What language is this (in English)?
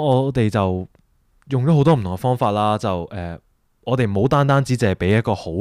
Cantonese